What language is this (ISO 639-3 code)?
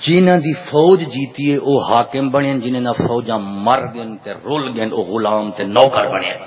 skr